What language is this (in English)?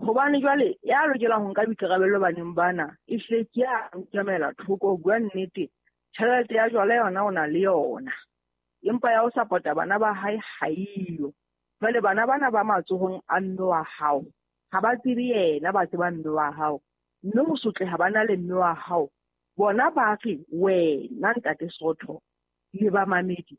Southern Sotho